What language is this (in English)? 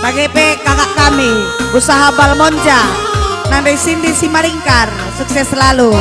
Batak Karo